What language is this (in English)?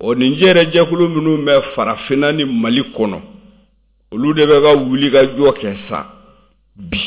Bambara